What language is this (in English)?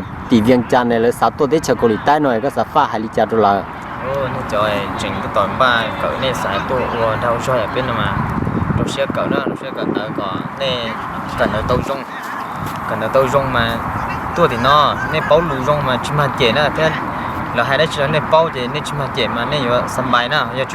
Hmong